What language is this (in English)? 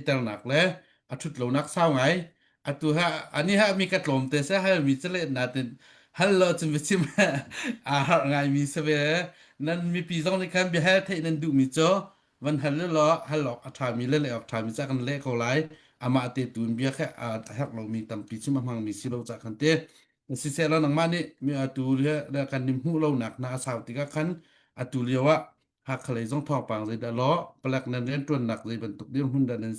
Hakha Chin